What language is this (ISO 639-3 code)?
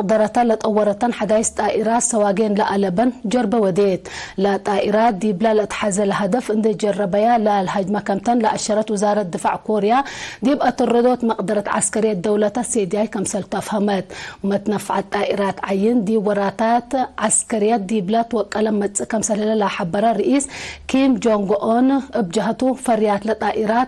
tig